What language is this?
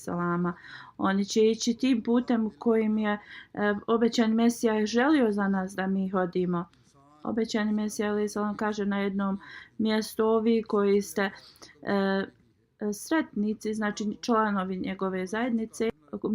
Bosnian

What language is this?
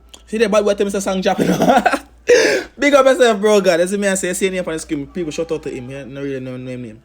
Jamaican Creole English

